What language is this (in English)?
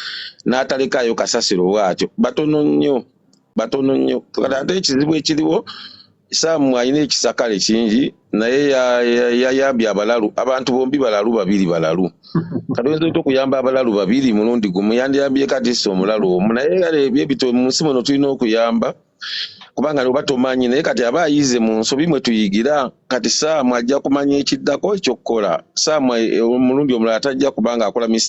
Ganda